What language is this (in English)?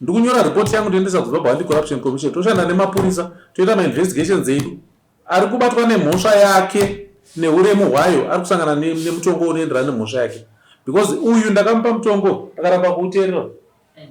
Shona